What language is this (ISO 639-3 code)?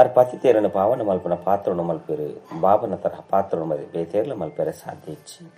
tcy